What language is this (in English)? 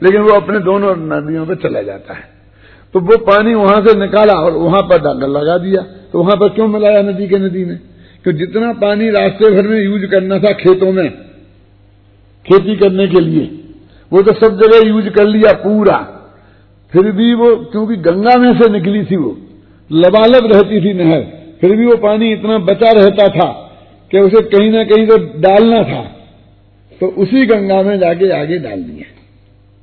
Hindi